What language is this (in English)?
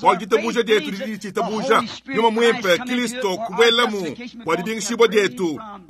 Luba-Lulua